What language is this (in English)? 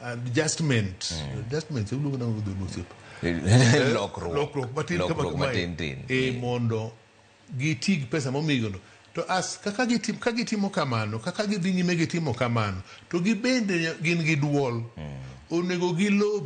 Luo (Kenya and Tanzania)